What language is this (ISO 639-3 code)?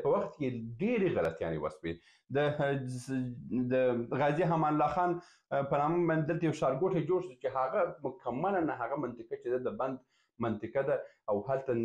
pus